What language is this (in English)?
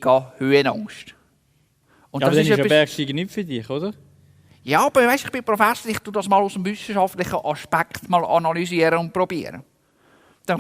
Swiss German